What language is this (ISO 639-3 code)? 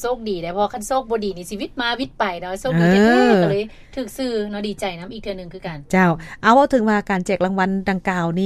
lao